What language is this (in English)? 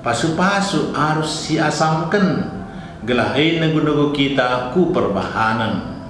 Batak Karo